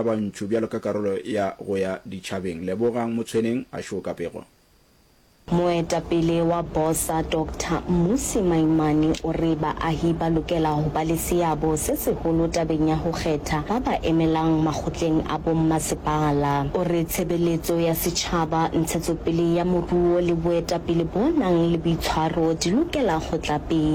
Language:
Northern Sotho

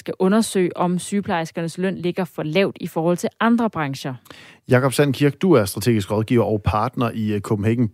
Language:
Danish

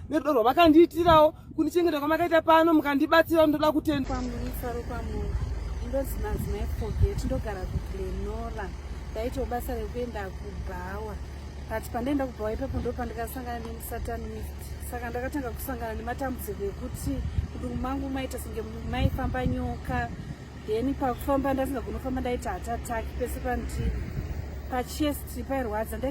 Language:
Shona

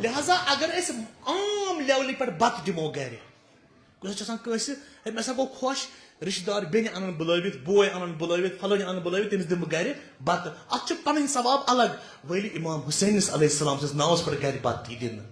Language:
Kashmiri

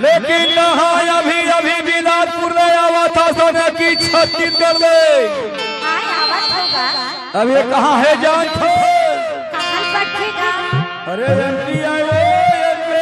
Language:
Chhattisgarhi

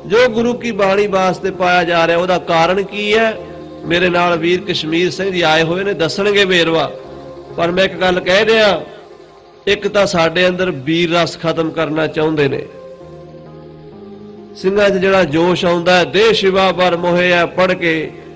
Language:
Punjabi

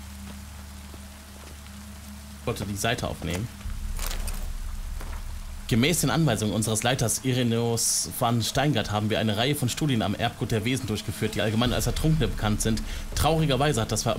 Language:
German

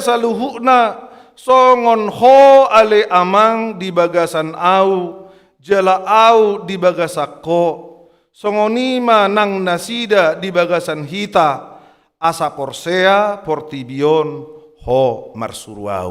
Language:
Batak Toba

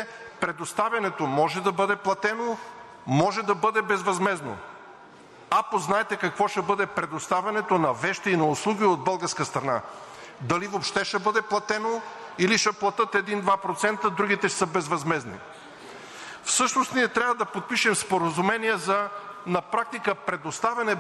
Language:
Bulgarian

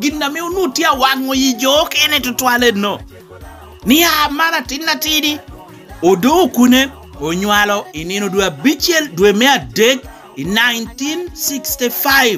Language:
Lango (Uganda)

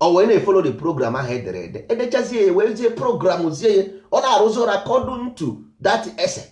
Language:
Igbo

